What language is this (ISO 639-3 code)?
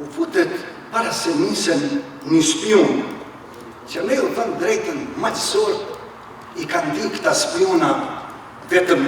sqi